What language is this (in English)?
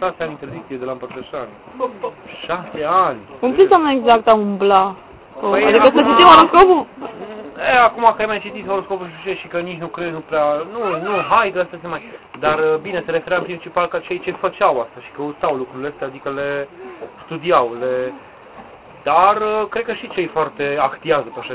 Romanian